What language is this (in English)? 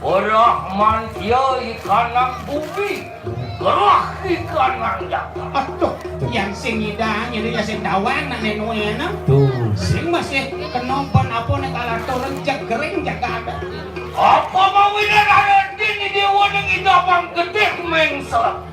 Balinese